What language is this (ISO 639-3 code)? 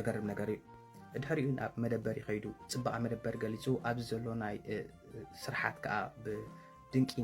tir